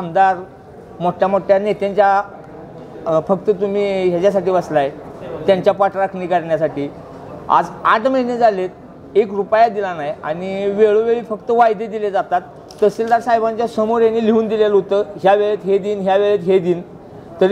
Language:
Marathi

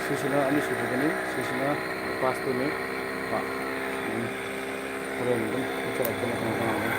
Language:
Manipuri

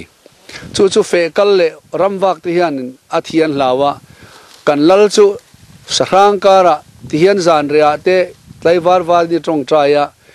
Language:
Mizo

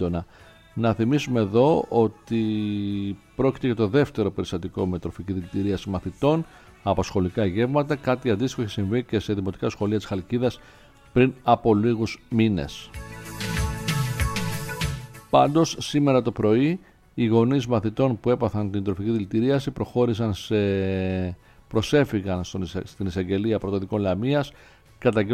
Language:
Greek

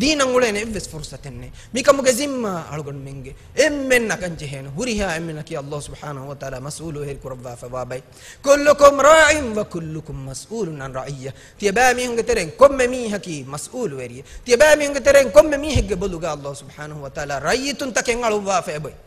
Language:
Divehi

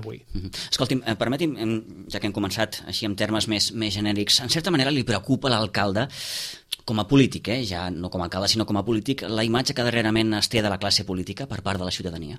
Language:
Catalan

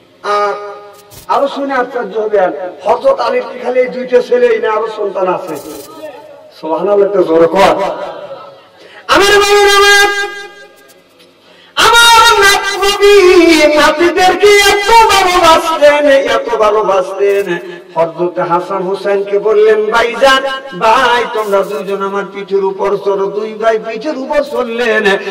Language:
Bangla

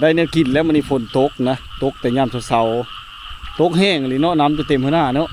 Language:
Lao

